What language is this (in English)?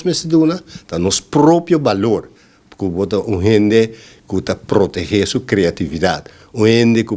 Papiamento